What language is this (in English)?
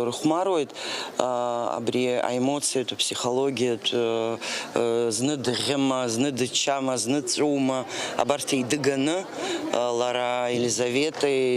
Abkhazian